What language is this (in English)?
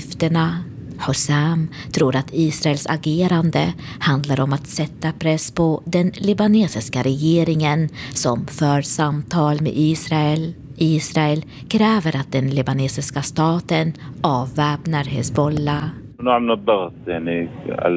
Swedish